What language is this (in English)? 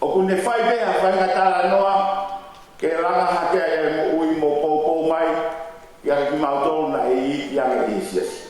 Tongan